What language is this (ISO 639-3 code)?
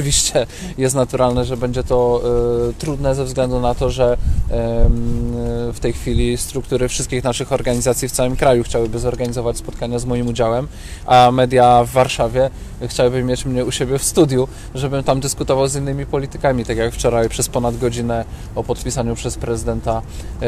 pol